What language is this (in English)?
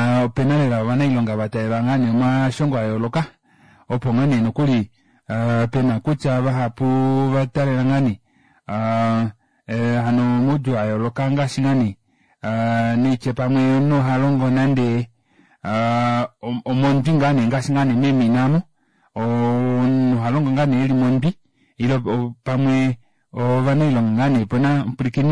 Kuanyama